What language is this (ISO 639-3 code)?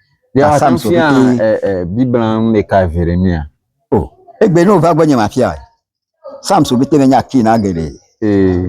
ewe